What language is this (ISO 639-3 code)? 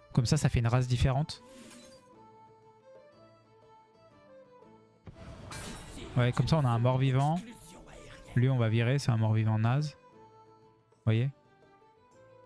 fra